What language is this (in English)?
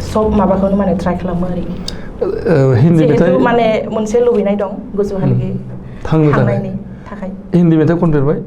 Bodo